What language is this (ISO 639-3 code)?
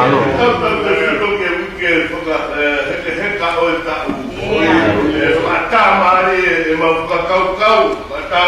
ton